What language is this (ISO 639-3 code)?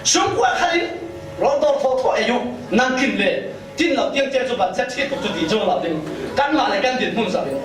cfm